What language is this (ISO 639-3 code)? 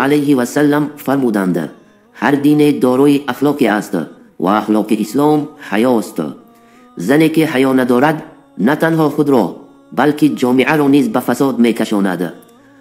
tgk